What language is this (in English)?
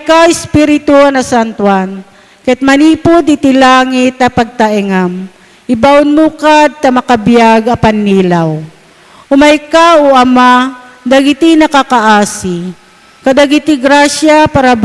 Iloko